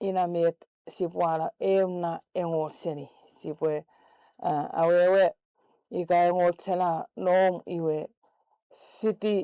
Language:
Chuukese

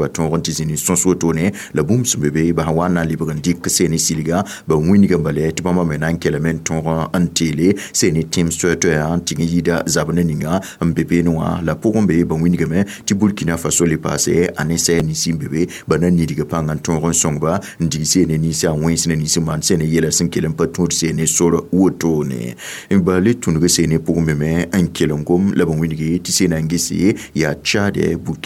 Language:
Mossi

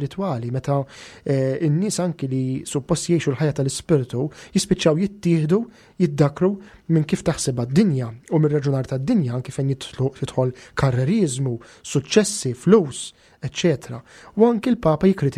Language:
Maltese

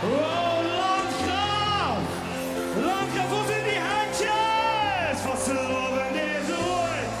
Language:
Limburgish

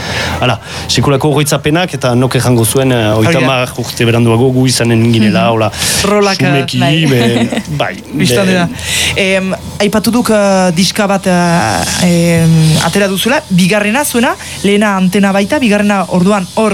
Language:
Basque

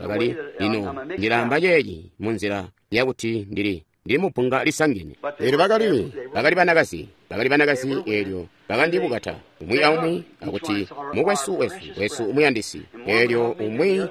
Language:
Tonga (Zambia)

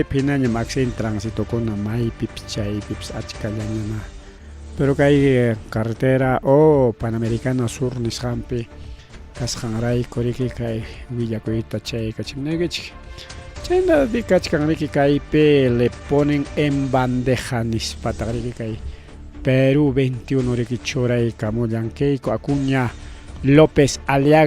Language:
Ayacucho Quechua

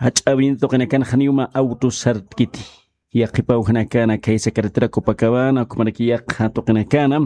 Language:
Aymara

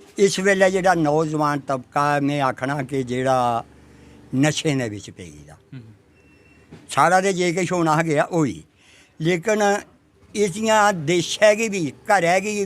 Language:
Dogri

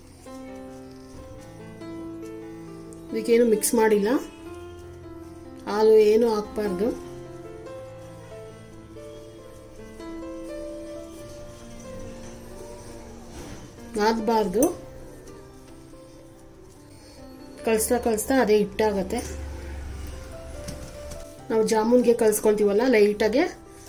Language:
Kannada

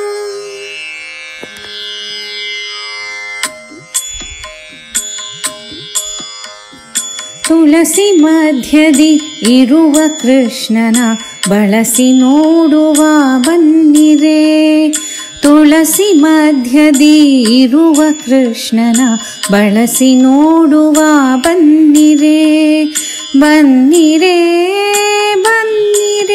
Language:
Kannada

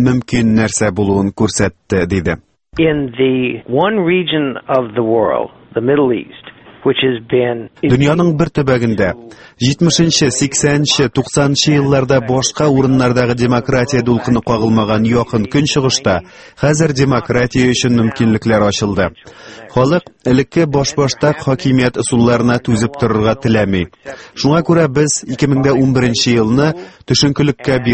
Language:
Tatar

